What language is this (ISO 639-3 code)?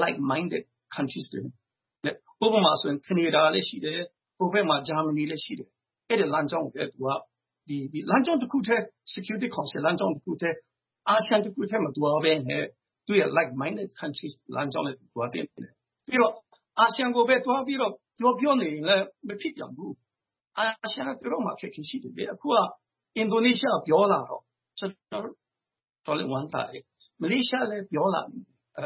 mya